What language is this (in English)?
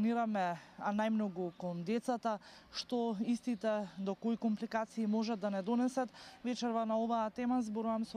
Macedonian